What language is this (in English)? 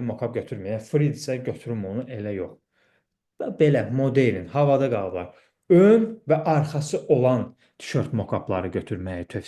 Azerbaijani